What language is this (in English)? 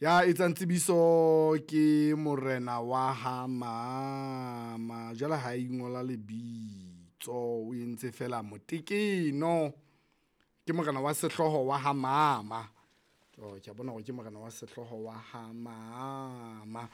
Southern Sotho